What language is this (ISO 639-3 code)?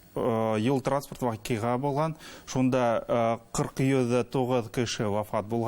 bak